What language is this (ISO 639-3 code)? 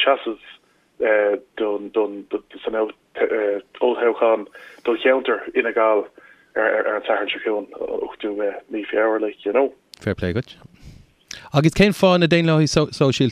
gle